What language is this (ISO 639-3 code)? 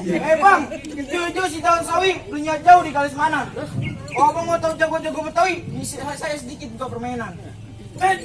bew